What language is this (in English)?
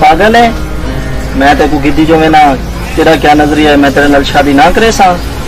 Saraiki